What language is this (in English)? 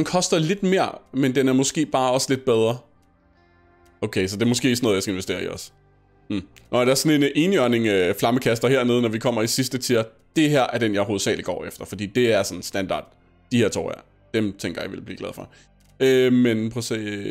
Danish